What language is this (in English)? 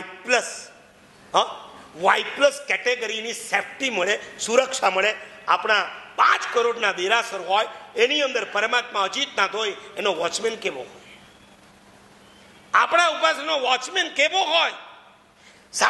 Gujarati